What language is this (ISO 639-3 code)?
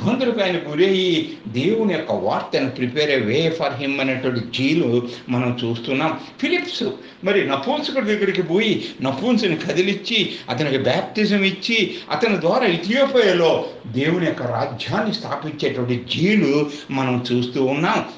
tel